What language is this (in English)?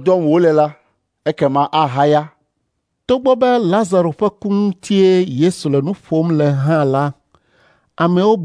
Ewe